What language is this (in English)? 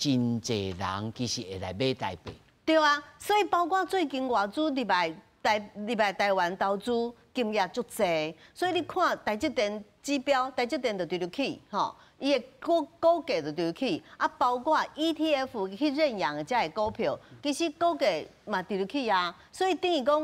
Min Nan Chinese